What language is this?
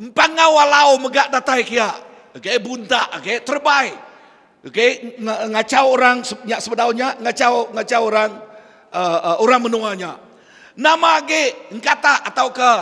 Iban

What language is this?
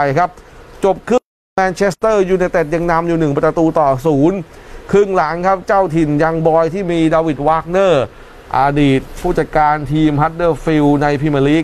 Thai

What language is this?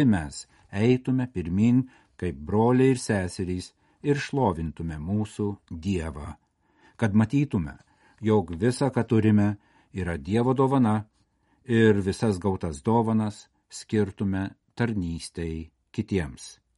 Lithuanian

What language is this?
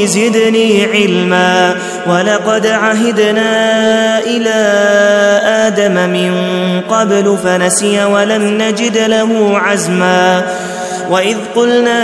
Arabic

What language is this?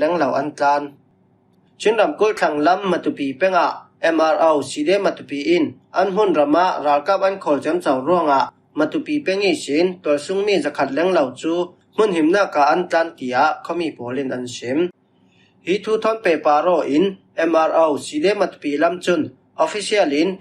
Falam Chin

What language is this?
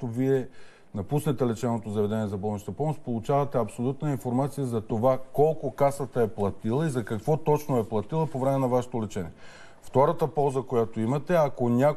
Bulgarian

